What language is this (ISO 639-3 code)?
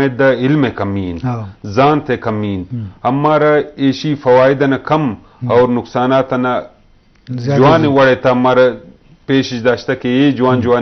bgp